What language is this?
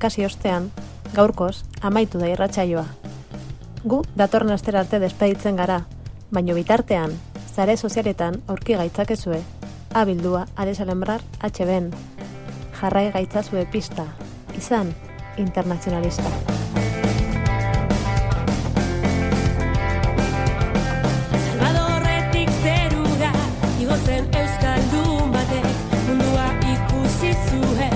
Basque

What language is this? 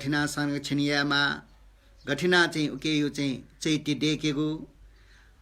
Newari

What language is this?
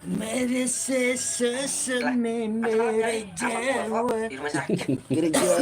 Betawi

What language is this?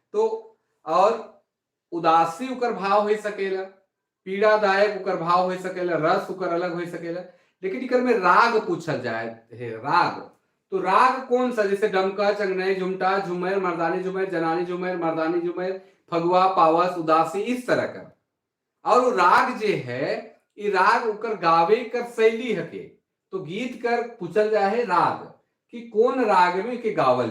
Sadri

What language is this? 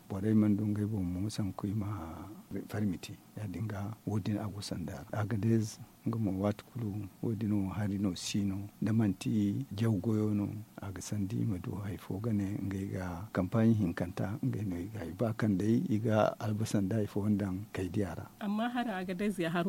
Zarma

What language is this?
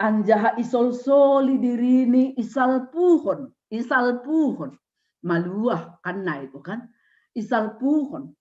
Batak Simalungun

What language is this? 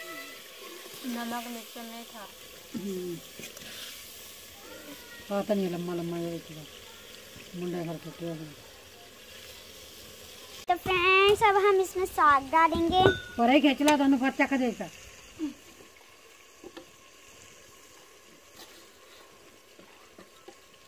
Hindi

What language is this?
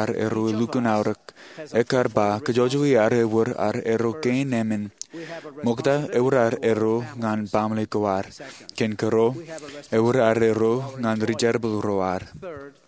Marshallese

